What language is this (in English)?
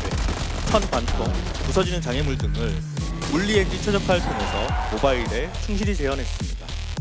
Korean